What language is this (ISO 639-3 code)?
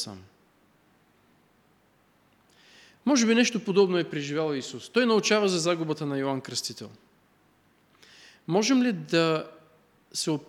bul